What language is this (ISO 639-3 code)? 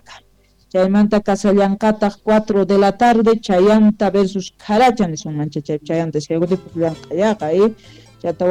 que